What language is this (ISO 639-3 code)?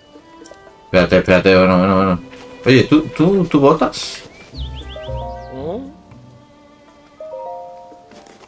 spa